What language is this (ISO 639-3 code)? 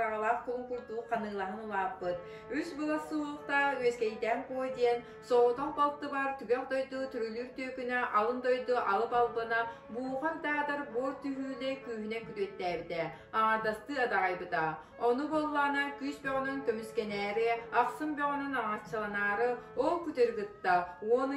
sah